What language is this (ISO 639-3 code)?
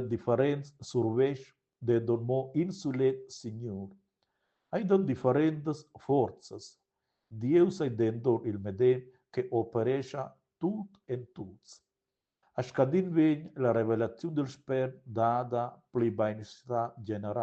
roh